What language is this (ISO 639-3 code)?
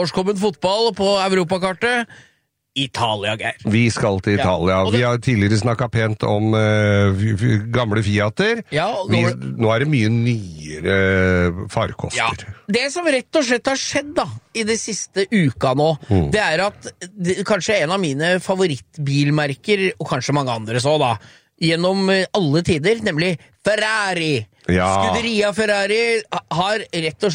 nor